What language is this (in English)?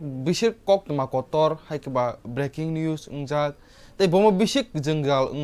Kok Borok